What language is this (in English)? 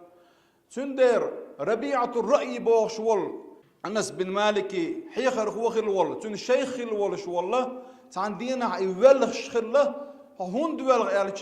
Chechen